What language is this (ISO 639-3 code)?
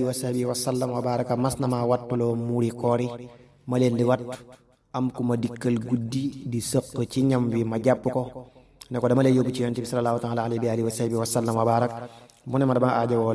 wol